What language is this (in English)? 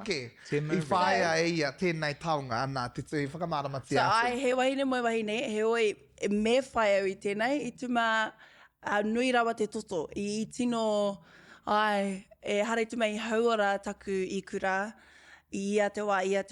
Māori